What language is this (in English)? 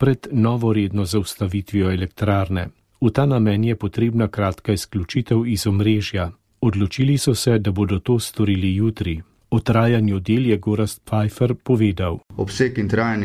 Slovenian